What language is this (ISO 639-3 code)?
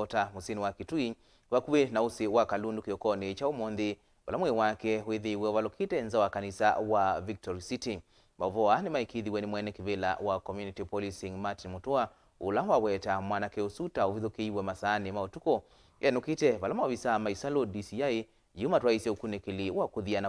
kam